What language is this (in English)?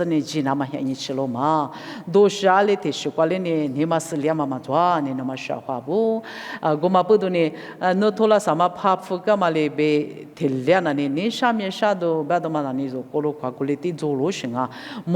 Lisu